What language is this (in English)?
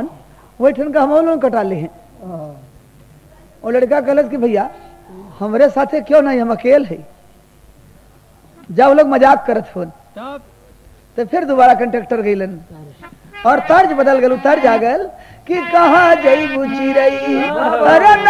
Bhojpuri